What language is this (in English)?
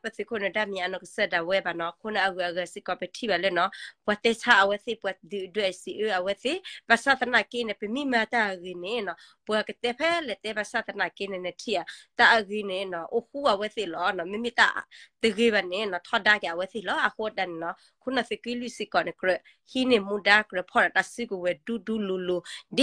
S'gaw Karen